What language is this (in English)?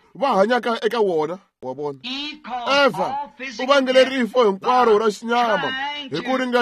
Tsonga